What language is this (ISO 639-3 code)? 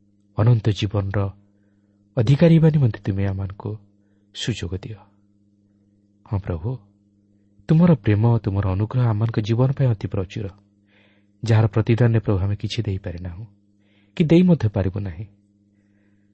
ori